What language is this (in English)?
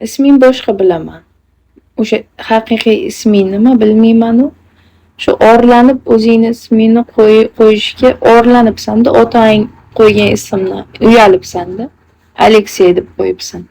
Uzbek